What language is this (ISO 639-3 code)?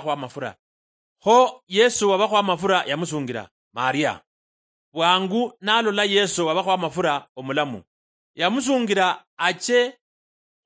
luy